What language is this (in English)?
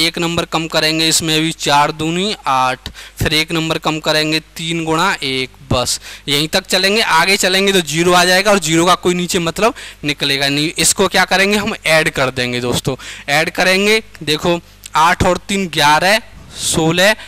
Hindi